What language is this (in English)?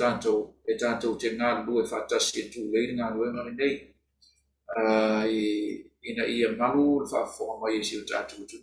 Samoan